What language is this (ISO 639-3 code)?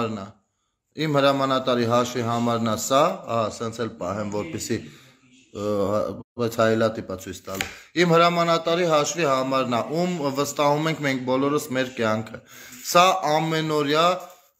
hye